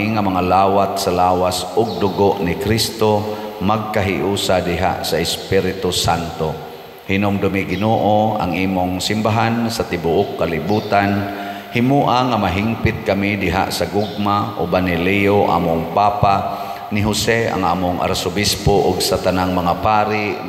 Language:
Cebuano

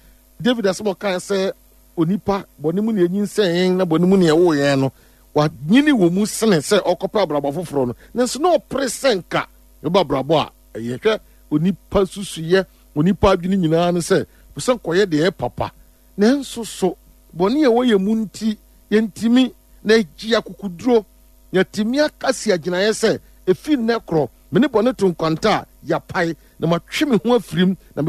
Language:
Akan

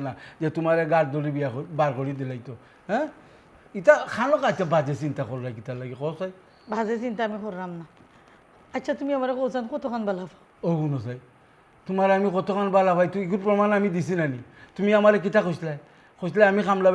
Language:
Sylheti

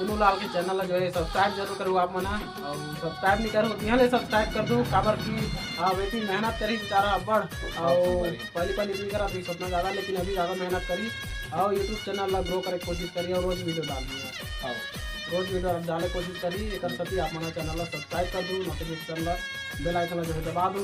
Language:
Chhattisgarhi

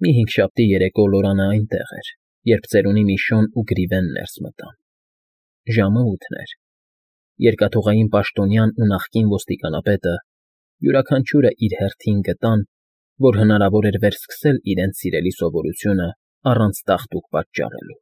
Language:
Armenian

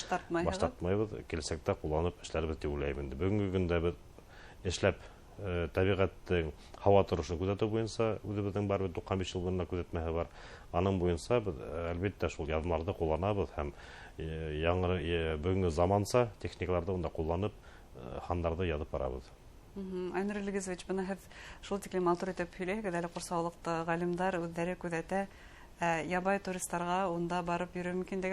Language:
Bashkir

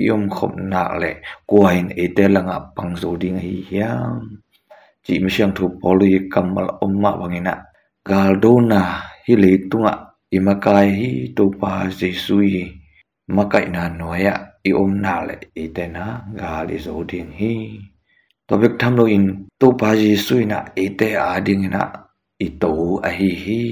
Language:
Tedim Chin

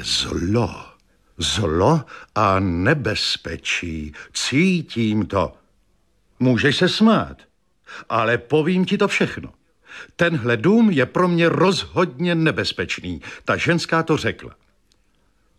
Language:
Czech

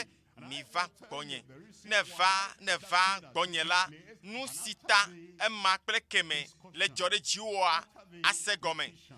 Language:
Ewe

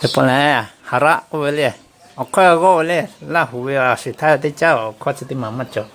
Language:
Lahu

